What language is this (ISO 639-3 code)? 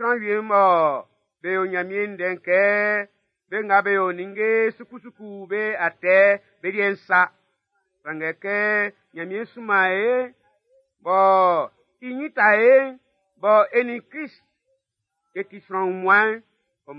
bci